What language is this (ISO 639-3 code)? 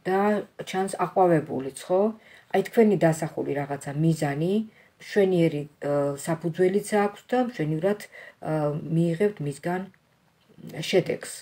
kat